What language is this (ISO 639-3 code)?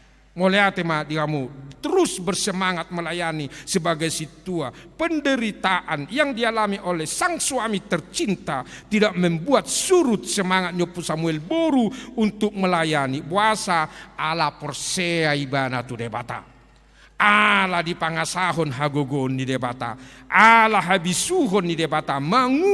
bbc